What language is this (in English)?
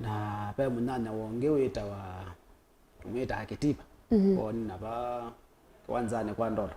Kamba